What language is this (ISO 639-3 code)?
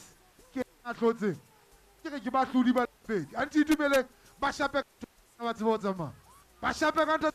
sot